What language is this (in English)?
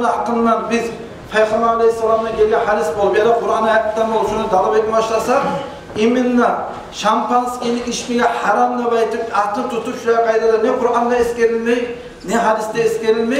Kumyk